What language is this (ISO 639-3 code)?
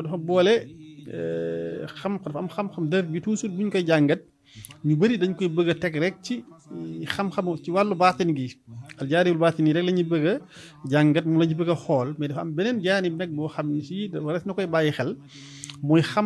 wol